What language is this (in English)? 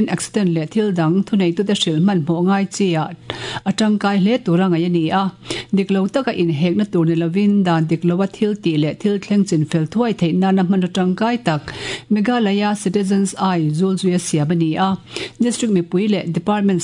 Mizo